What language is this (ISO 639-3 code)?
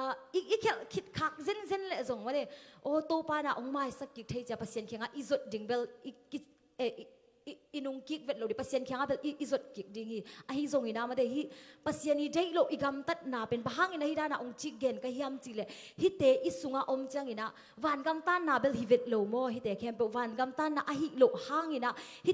ctd